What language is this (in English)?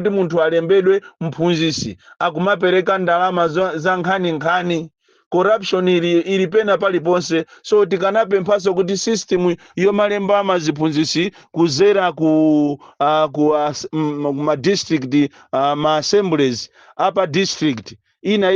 Nyanja